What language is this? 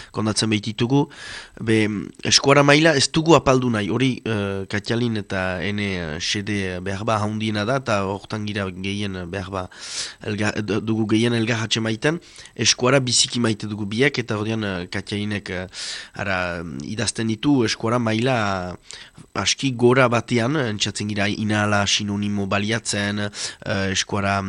Basque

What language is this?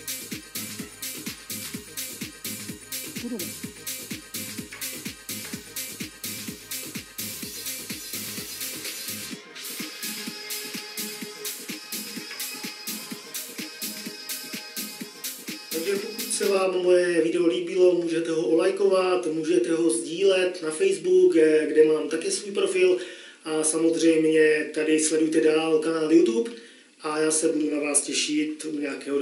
Czech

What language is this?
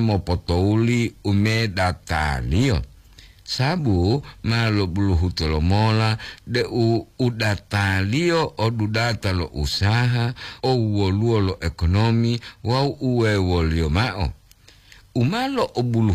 Gorontalo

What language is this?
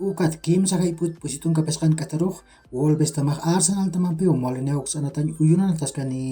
Aymara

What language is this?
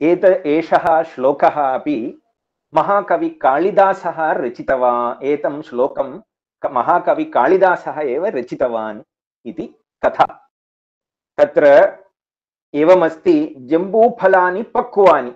Sanskrit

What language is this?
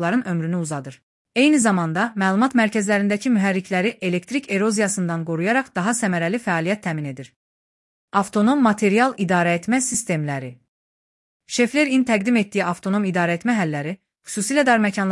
Azerbaijani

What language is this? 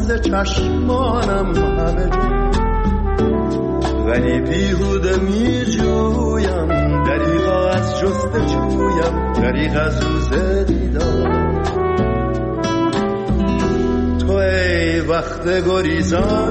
Persian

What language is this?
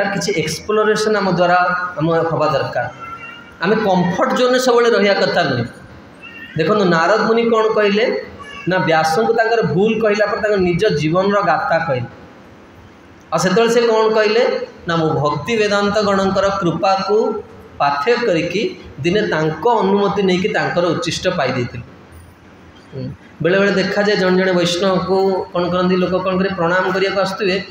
Odia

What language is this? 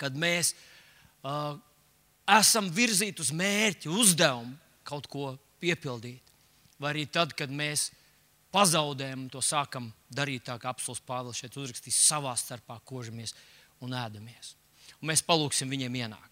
Latvian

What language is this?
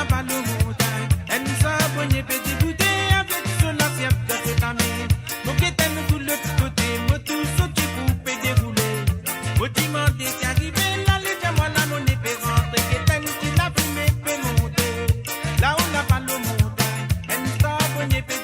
Morisyen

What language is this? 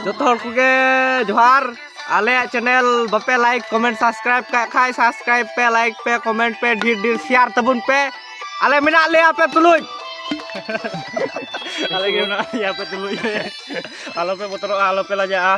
Santali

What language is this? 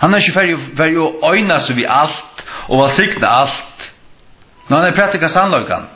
Faroese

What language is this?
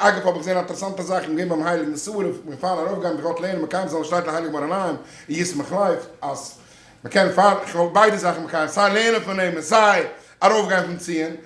Yiddish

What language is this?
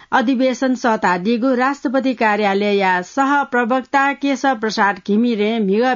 Newari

